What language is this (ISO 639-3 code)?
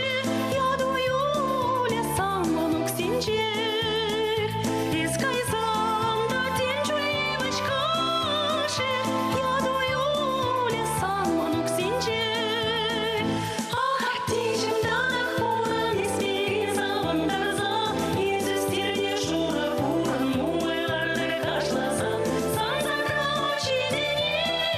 chv